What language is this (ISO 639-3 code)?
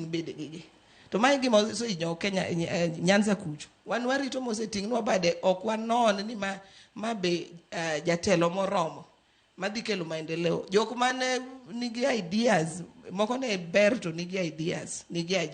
luo